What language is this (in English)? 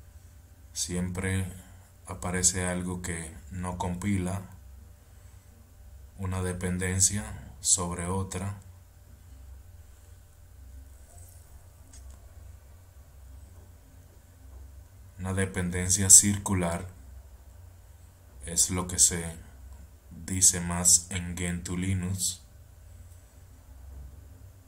Spanish